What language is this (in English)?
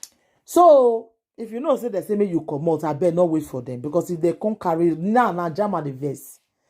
Nigerian Pidgin